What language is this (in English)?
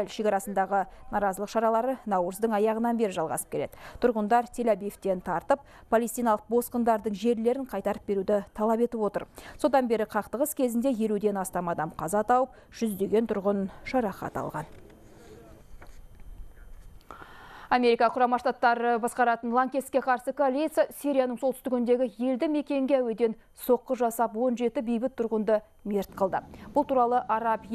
Kazakh